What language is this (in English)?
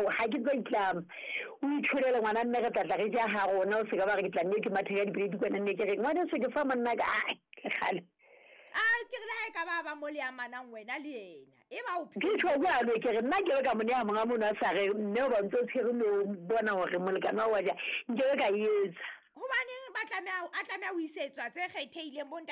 Southern Sotho